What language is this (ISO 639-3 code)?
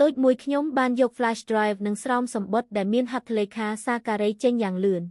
khm